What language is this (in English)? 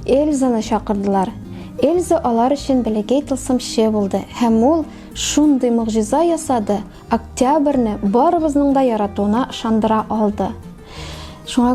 Tatar